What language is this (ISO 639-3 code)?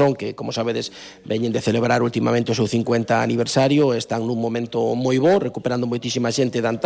glg